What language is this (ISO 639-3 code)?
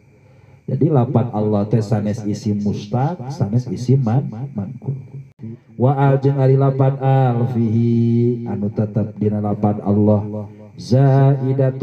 sun